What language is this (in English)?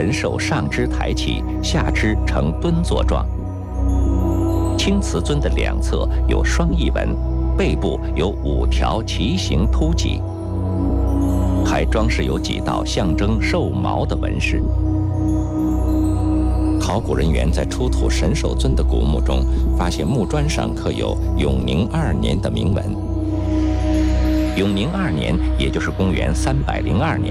Chinese